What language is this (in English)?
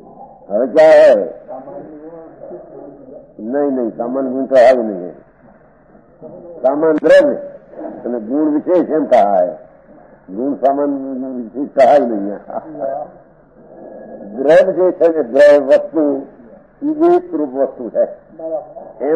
Gujarati